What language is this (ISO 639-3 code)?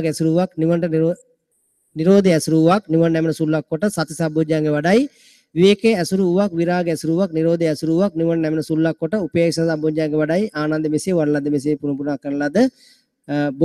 sin